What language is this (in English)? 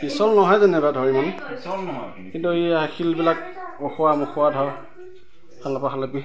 Assamese